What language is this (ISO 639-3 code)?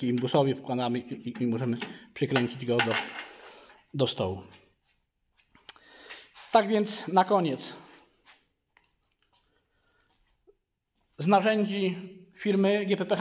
pol